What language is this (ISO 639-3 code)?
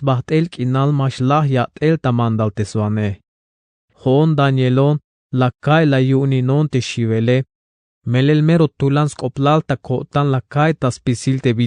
tzh